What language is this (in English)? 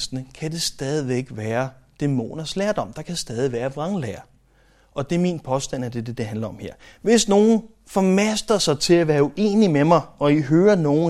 Danish